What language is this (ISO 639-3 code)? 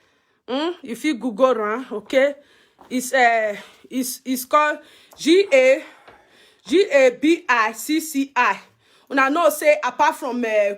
pcm